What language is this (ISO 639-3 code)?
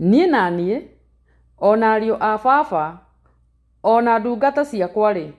kik